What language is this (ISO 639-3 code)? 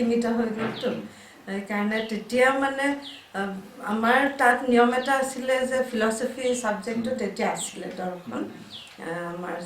asm